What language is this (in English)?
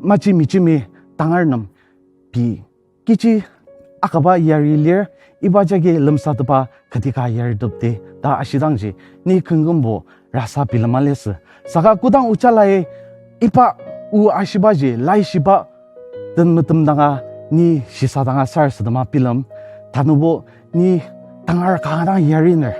Ao Naga